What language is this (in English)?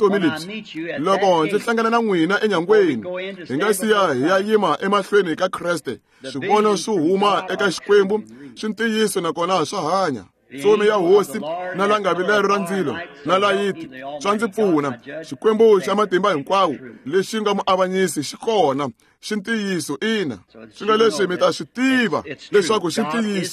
Tsonga